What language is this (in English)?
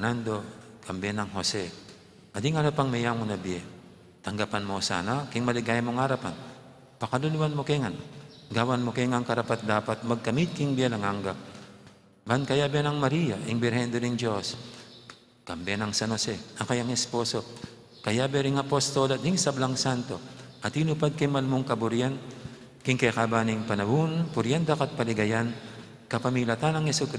Pampanga